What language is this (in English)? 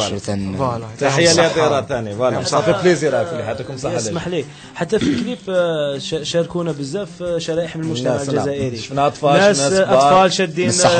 Algerian Arabic